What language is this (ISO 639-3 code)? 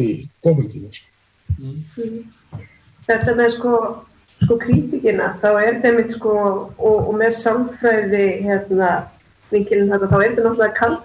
isl